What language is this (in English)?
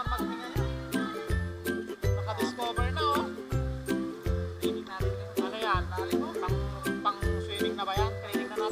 Filipino